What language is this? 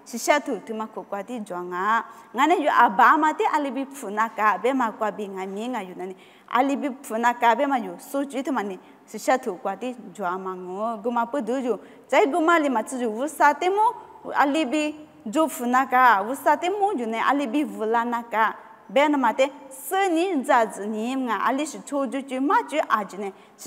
Lisu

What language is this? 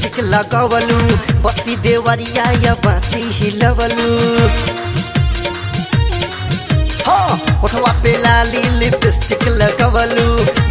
Bhojpuri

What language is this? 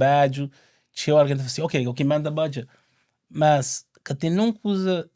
Kabuverdianu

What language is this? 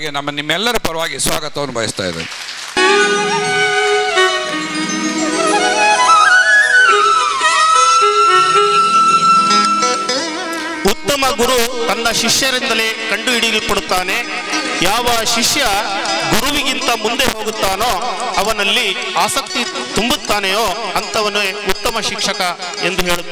Kannada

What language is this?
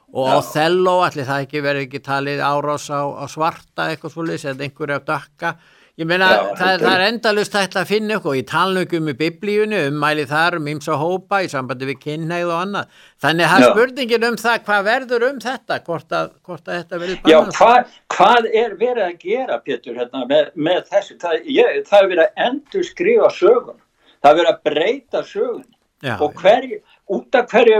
Icelandic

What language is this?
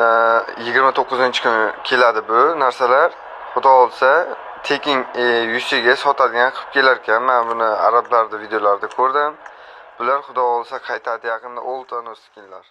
Uzbek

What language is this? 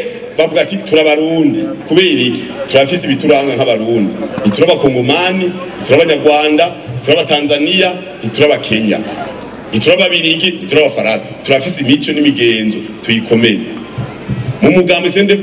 Rundi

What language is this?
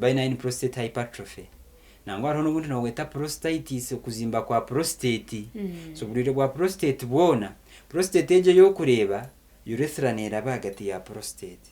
Nyankole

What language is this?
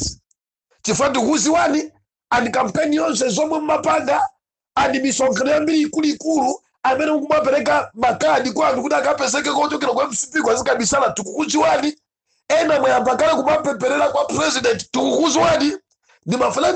Nyanja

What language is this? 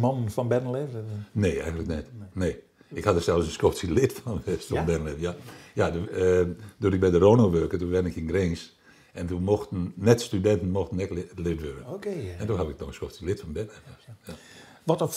Western Frisian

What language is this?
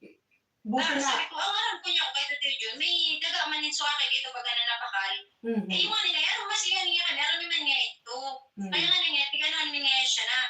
Bikol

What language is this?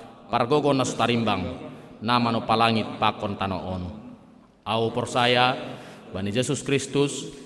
Batak Simalungun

